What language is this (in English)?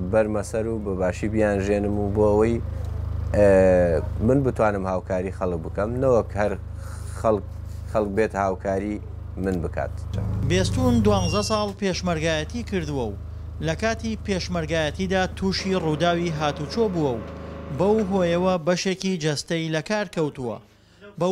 Central Kurdish